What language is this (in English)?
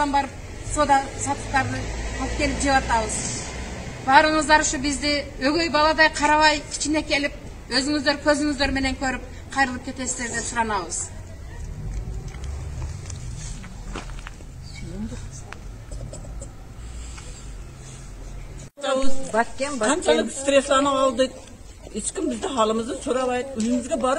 Kyrgyz